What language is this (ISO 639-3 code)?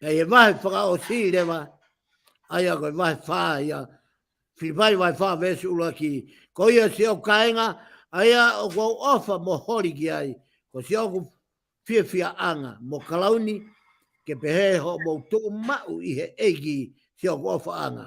ton